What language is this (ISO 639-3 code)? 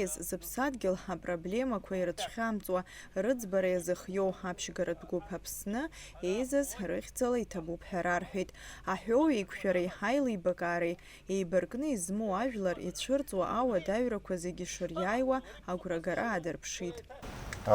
abk